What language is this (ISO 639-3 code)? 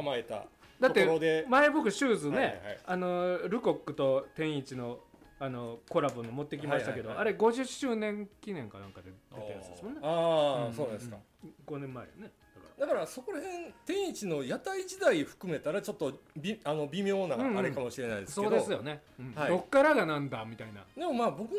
jpn